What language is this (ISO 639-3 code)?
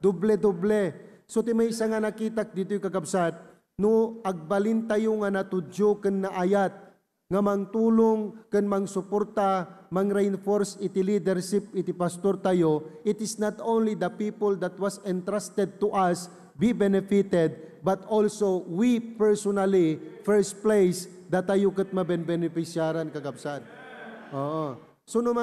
ilo